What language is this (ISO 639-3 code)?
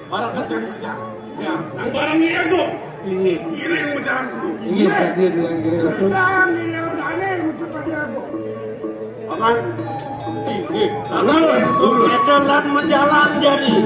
ban